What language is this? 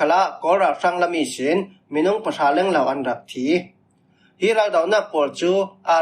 Falam Chin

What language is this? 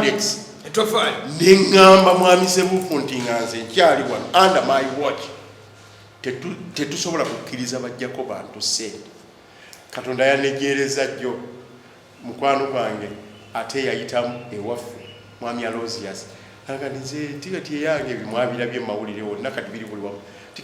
Ganda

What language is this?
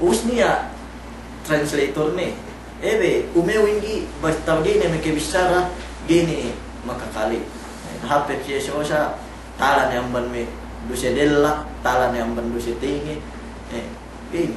Yakan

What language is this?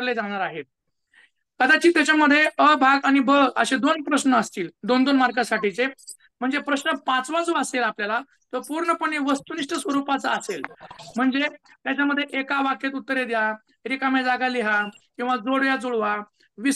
Marathi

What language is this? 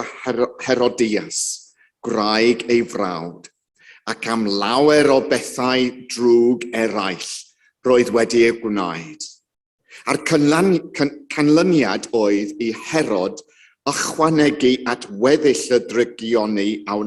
Welsh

